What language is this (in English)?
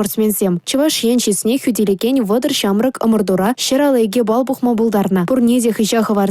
Chuvash